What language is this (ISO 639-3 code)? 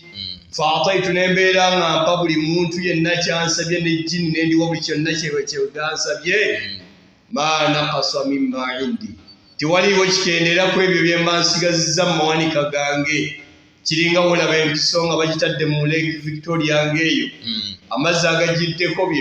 lug